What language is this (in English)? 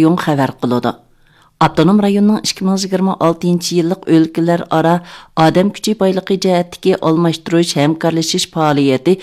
Uyghur